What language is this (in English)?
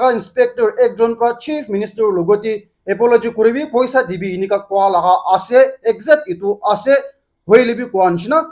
Naga Pidgin